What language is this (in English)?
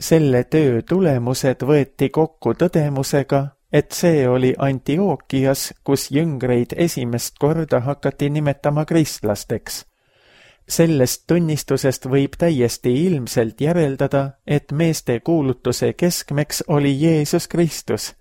Estonian